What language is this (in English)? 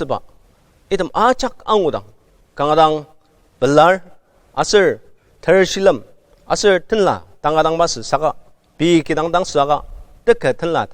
Ao Naga